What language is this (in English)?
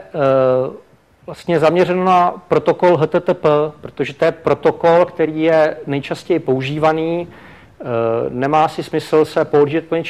Czech